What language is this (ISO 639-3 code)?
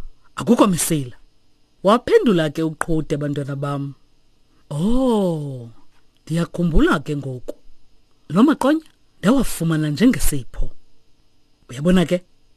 xho